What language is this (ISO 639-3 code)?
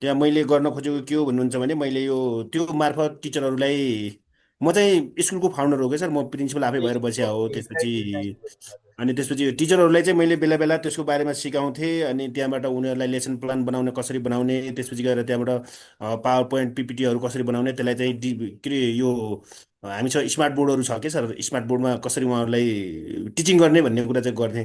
nep